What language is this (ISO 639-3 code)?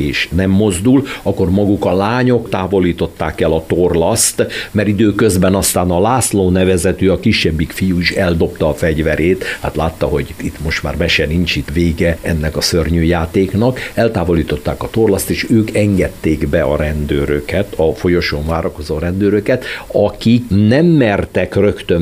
hun